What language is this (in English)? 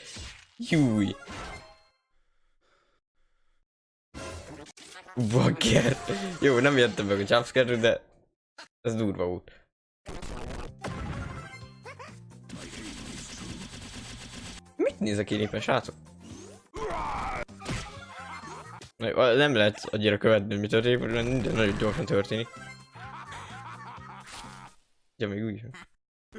Hungarian